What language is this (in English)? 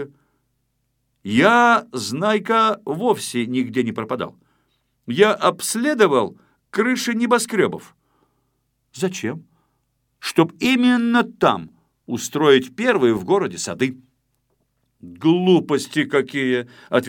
Russian